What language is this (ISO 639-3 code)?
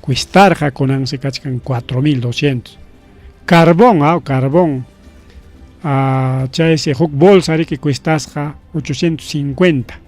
quy